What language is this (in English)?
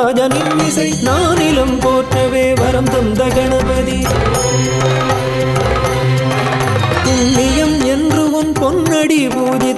Tamil